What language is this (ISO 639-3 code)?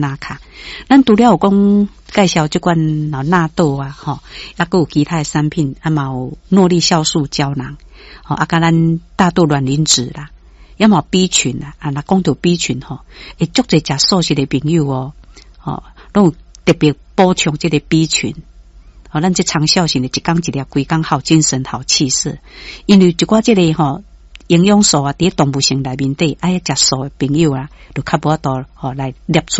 nan